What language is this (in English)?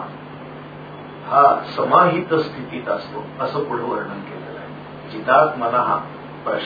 Marathi